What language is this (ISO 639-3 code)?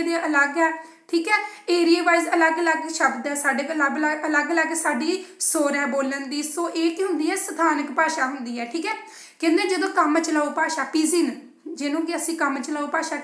pan